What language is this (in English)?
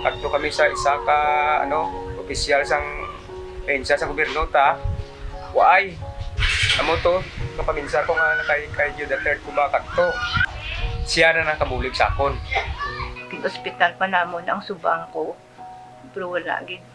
Hiligaynon